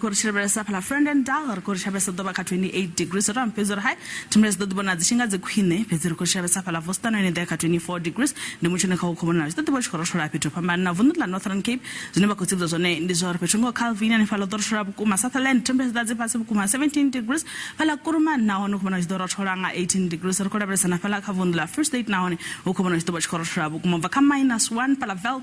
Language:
Venda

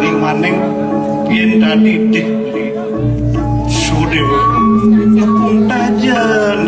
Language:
Balinese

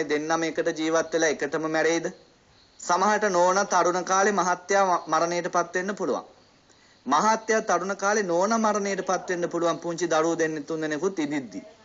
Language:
Sinhala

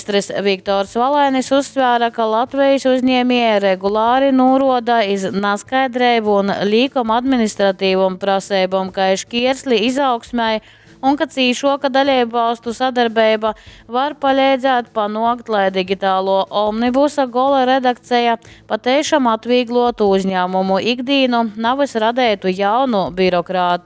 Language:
Latgalian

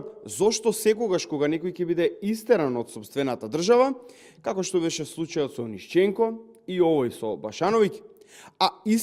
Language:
Macedonian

